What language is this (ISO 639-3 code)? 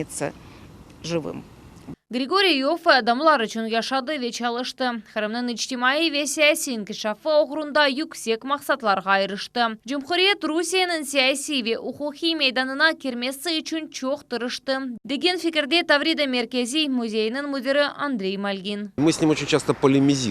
crh